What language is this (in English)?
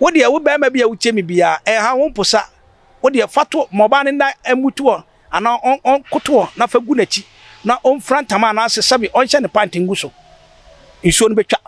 Akan